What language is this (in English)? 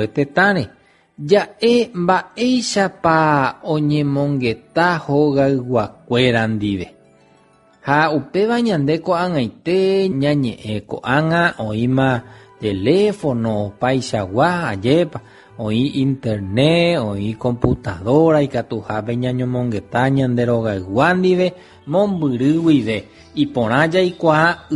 Guarani